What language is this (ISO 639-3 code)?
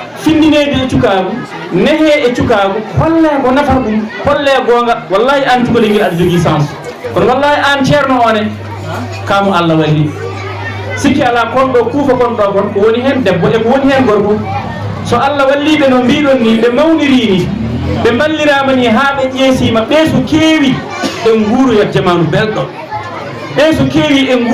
ful